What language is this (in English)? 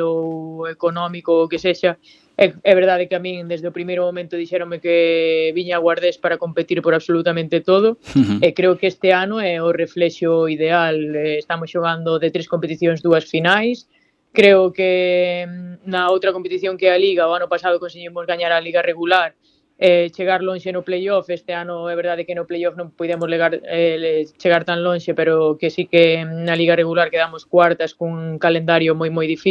Galician